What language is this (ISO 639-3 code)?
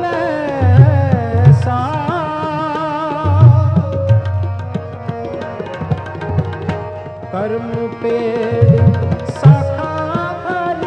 pan